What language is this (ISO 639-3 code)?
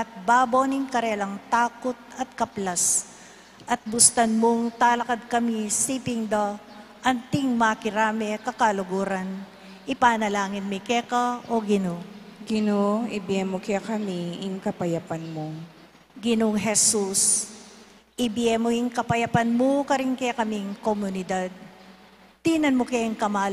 pam